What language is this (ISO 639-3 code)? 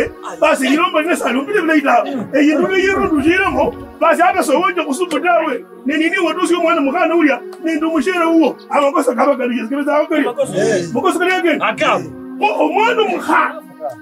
lkb